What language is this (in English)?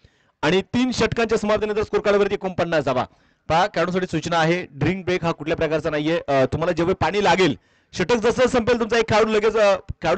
Marathi